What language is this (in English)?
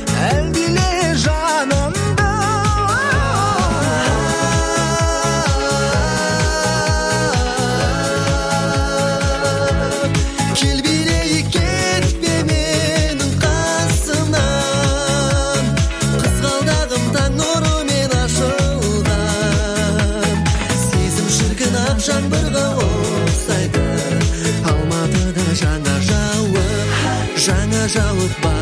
Kazakh